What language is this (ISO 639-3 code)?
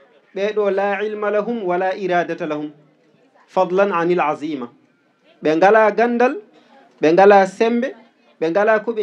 ful